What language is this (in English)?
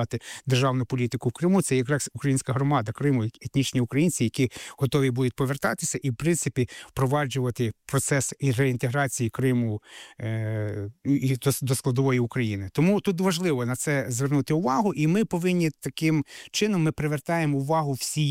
Ukrainian